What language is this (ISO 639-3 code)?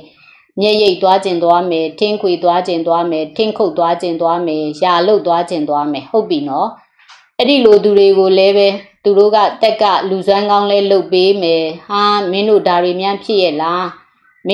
mya